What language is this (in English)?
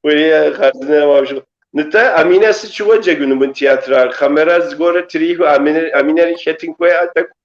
Kabardian